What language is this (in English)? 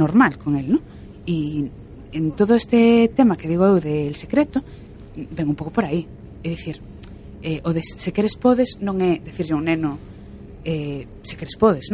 Galician